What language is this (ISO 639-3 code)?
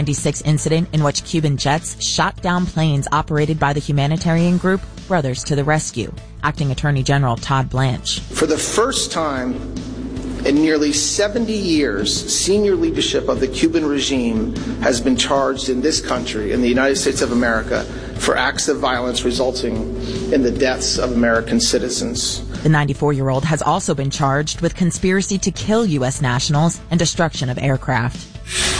eng